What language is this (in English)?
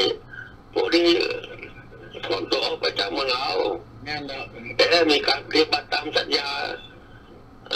Thai